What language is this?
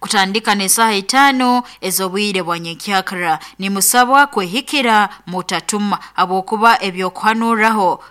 Nyankole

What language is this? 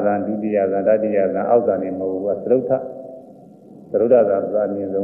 Burmese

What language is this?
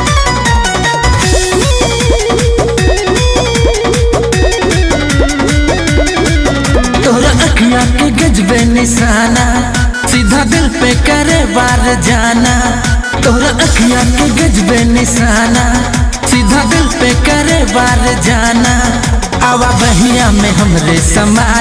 Bhojpuri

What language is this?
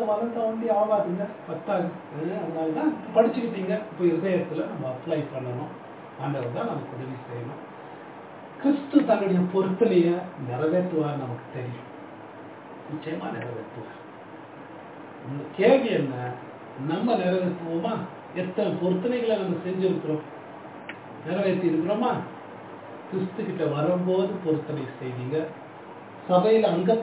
Tamil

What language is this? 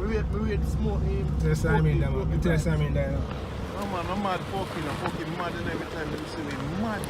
Jamaican Creole English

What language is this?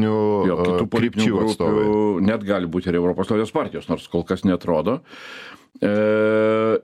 Lithuanian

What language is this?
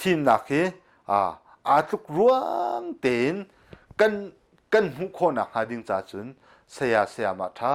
Hakha Chin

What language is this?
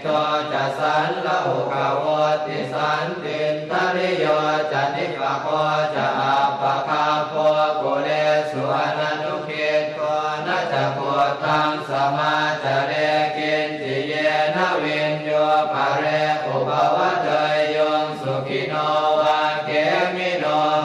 Pali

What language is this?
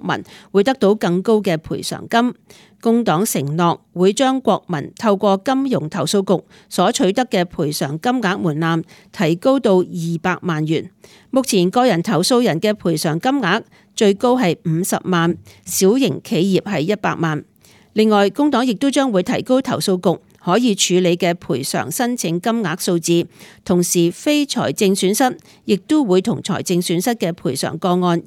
Cantonese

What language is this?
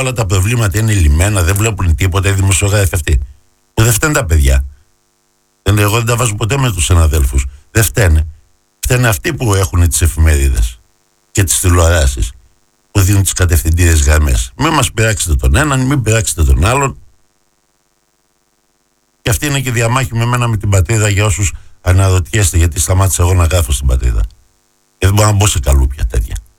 Greek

